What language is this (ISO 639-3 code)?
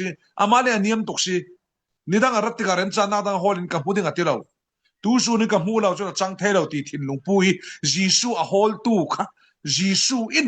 cfm